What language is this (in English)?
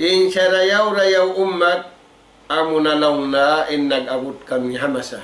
Tausug